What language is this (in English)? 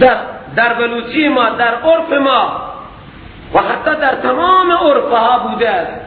Persian